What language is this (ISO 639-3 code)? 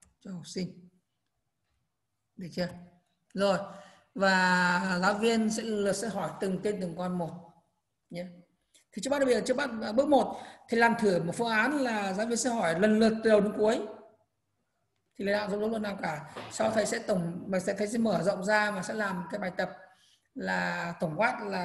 vie